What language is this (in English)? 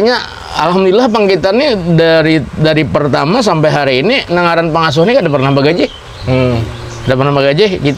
Banjar